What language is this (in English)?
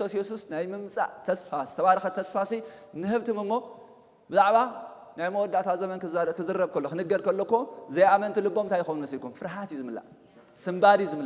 Tigrinya